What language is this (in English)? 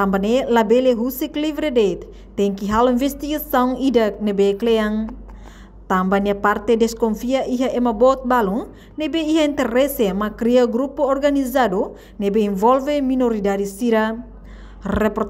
Tetum